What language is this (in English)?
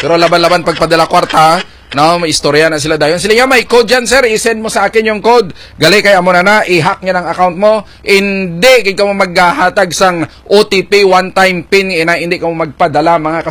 Hiligaynon